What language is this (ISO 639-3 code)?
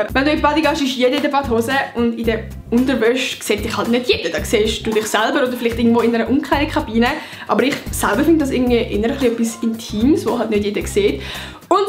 gsw